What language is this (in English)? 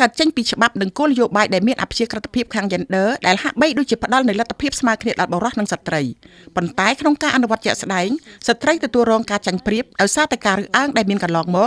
Khmer